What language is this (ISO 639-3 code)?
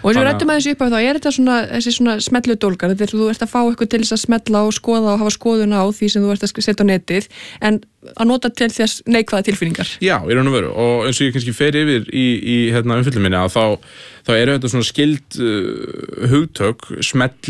isl